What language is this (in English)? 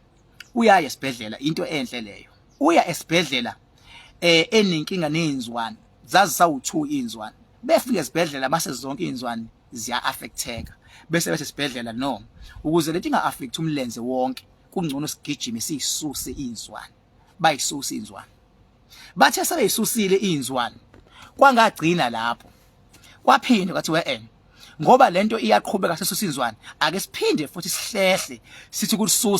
Zulu